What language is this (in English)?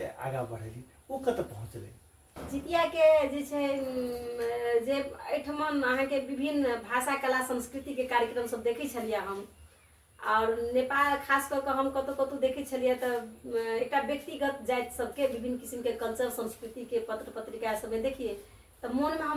Maithili